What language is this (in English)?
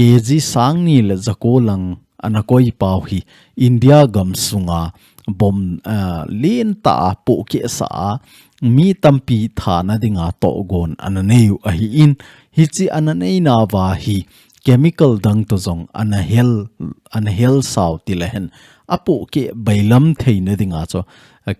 Thado Chin